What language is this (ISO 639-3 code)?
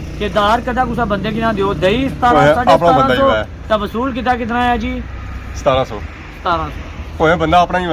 phr